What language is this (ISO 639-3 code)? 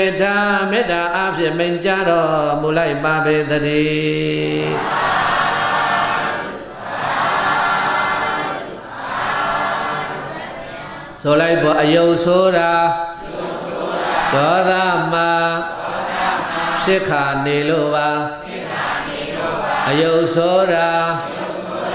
mya